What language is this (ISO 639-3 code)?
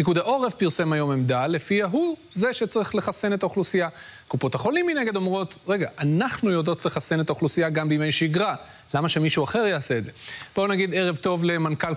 heb